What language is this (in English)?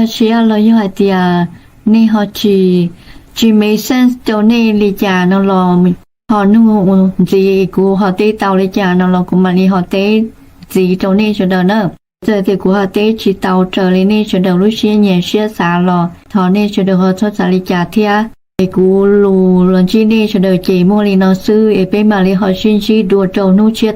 Hmong